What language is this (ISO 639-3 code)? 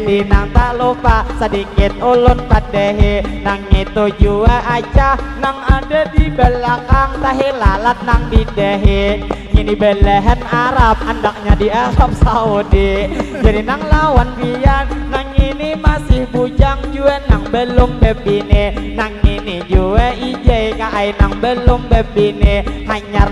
bjn